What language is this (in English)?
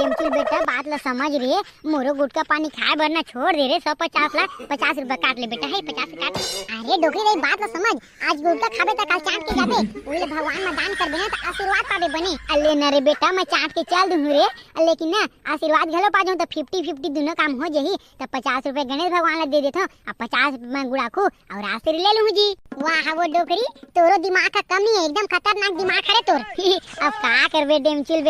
Chhattisgarhi